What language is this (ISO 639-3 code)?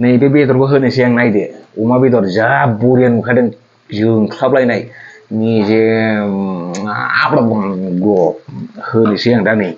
brx